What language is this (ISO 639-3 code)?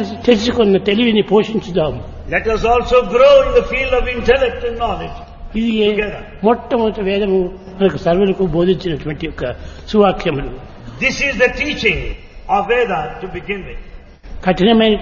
tel